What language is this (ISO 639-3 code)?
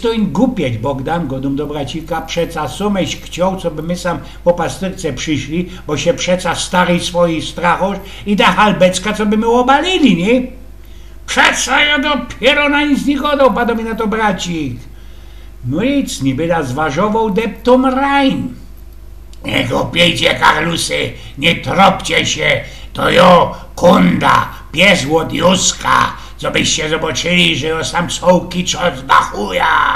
szl